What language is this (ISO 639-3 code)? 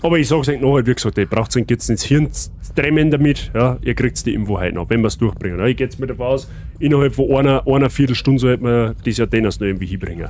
bar